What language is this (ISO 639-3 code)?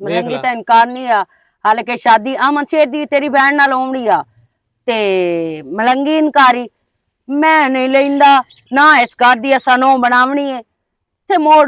lah